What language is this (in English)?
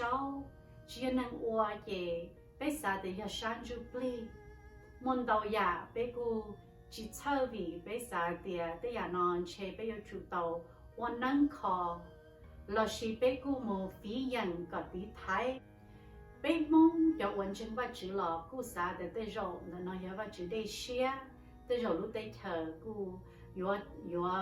Hmong